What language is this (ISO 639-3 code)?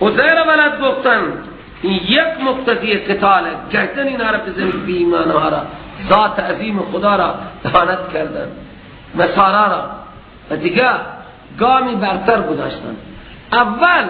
fas